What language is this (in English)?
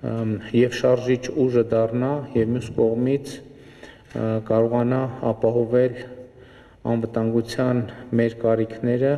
Armenian